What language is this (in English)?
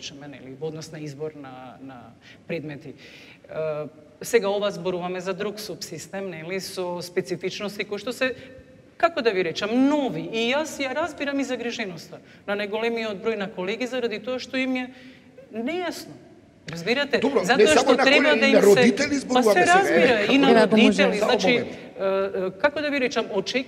Macedonian